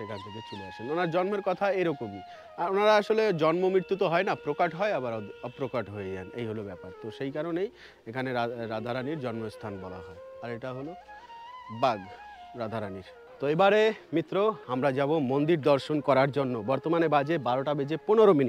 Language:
Bangla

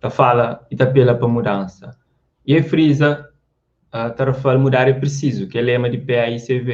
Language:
Kabuverdianu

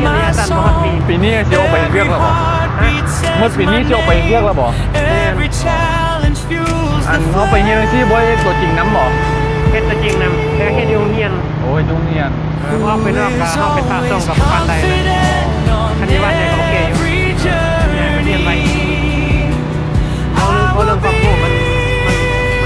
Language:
Lao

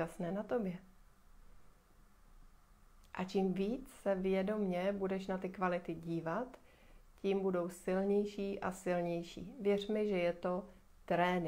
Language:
Czech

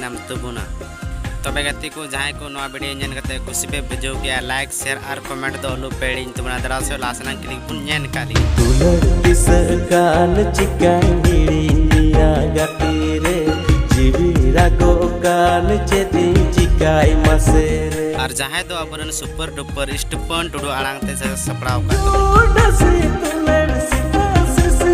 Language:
Santali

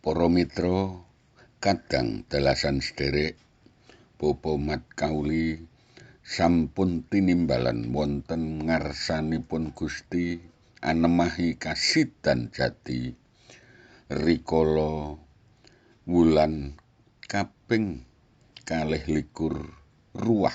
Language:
Javanese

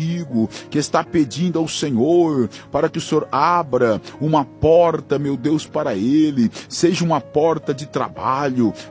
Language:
Portuguese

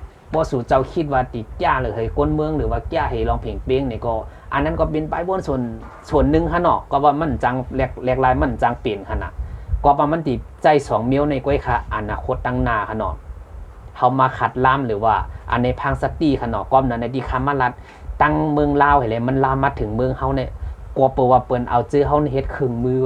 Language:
Shan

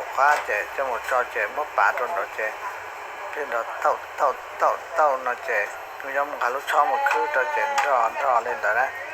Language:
Hmong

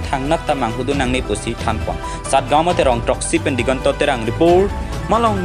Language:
Karbi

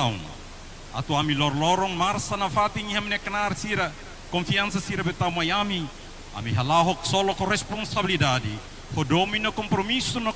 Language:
Tetum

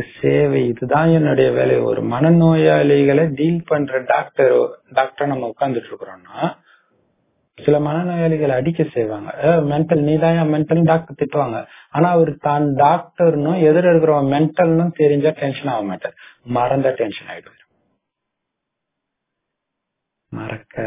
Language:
Tamil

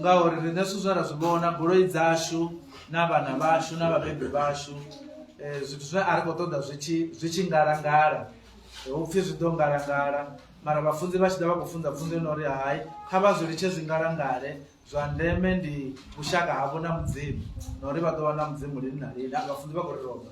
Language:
Venda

